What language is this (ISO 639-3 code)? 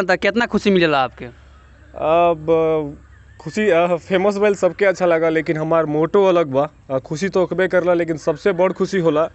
bho